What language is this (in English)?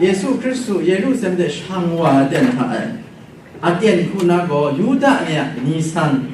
Kachin